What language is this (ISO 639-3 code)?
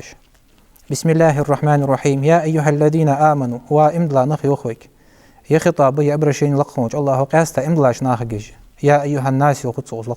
inh